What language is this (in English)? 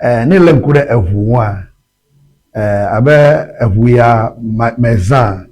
Ewe